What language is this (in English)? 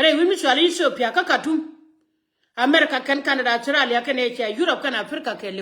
Nuer